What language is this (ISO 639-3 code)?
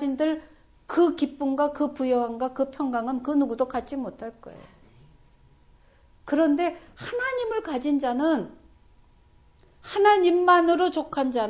kor